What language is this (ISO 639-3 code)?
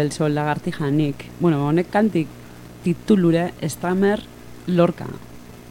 eus